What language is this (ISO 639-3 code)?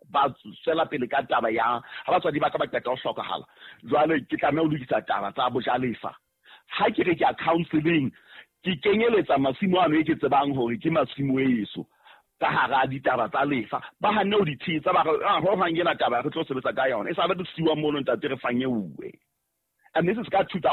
sot